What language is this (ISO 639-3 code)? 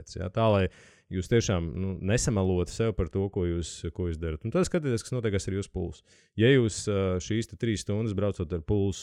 lav